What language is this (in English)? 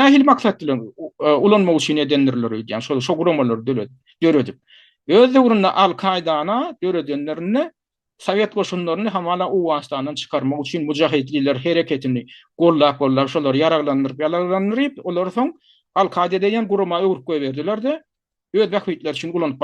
Turkmen